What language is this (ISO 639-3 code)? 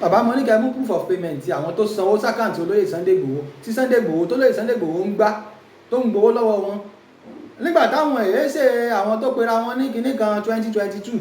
yor